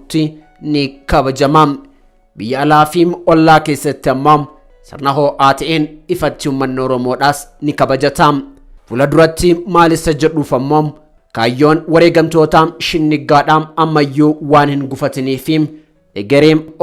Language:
Oromo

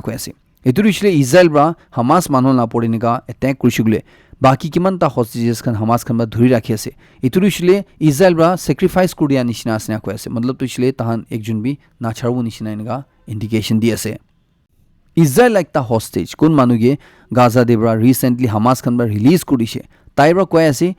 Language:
Naga Pidgin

